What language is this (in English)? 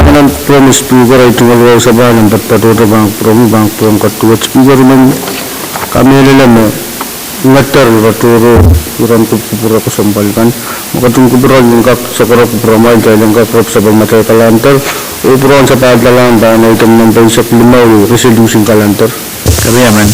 Pohnpeian